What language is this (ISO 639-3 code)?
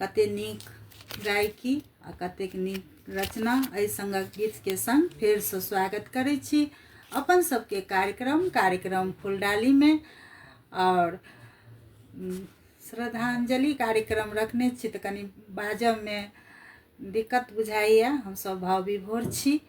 mai